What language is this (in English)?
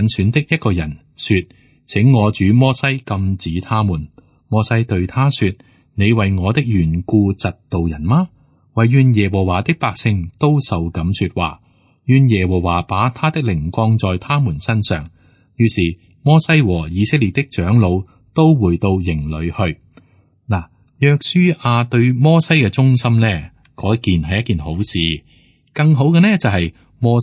Cantonese